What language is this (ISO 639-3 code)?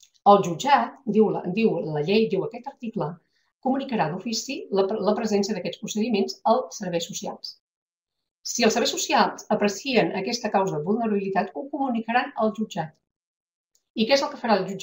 cat